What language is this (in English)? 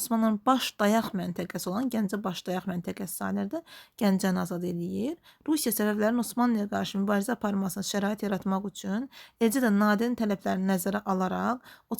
Azerbaijani